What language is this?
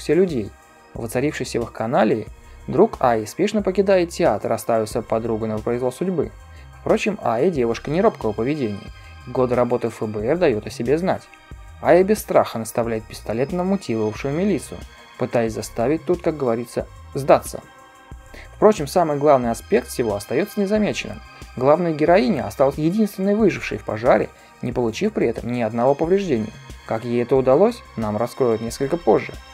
Russian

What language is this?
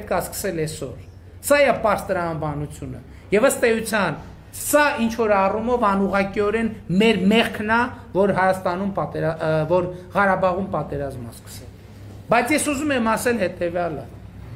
Armenian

